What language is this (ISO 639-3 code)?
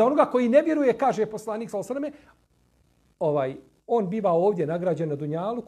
bos